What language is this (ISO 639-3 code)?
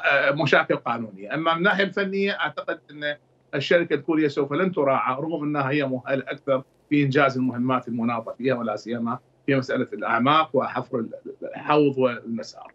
acm